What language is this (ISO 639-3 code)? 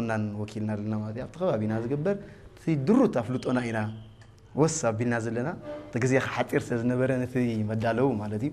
tir